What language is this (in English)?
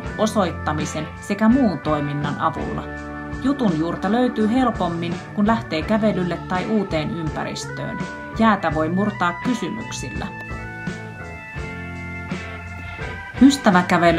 Finnish